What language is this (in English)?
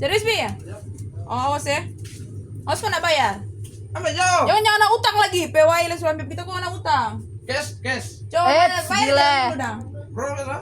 Manado Malay